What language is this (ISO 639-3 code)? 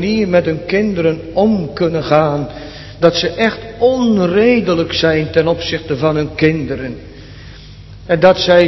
nld